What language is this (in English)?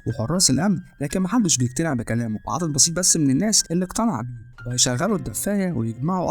Egyptian Arabic